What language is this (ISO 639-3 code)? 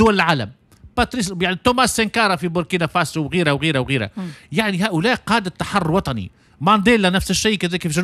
aeb